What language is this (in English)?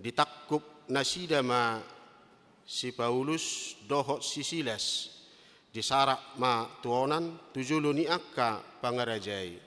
Batak Toba